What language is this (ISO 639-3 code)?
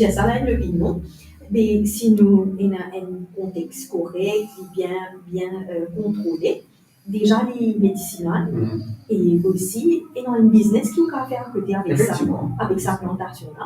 mfe